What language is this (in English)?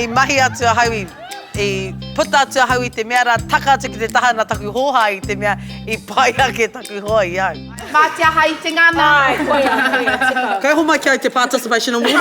Māori